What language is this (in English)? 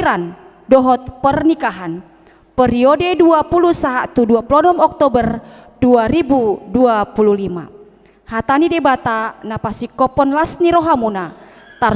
Batak Toba